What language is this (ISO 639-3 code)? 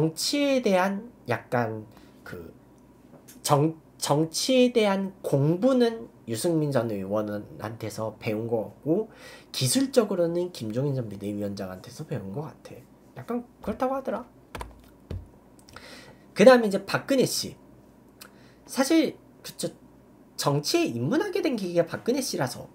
kor